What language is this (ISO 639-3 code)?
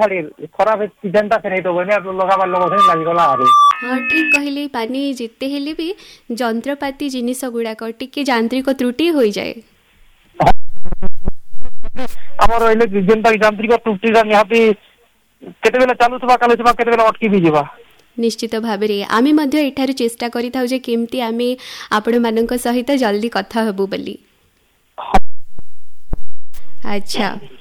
ori